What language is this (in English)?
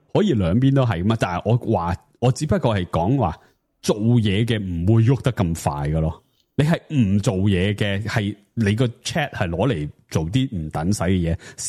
Cantonese